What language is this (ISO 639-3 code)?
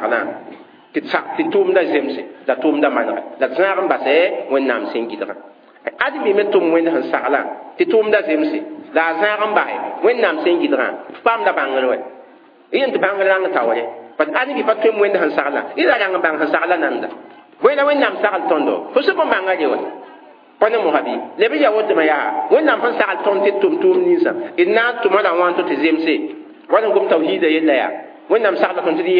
mos